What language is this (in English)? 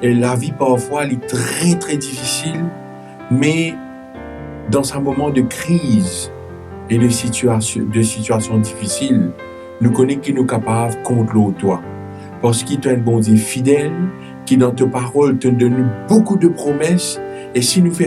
Morisyen